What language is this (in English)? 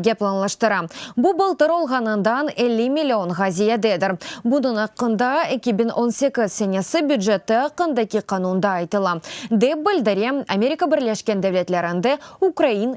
Crimean Tatar